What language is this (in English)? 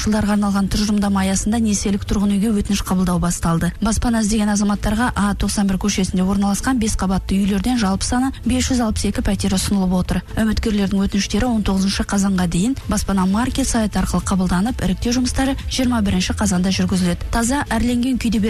Kazakh